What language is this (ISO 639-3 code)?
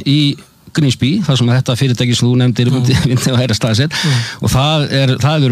isl